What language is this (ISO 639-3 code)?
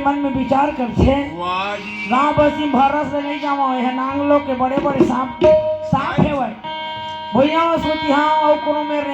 hne